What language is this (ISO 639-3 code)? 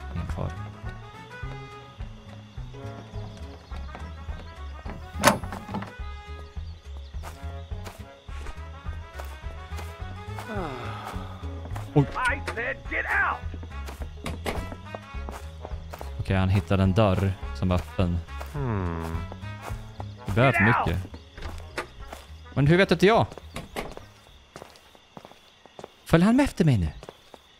swe